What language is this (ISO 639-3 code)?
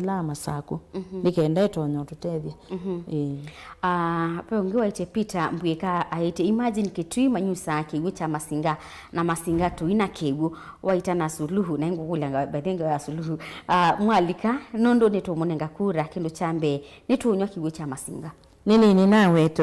kam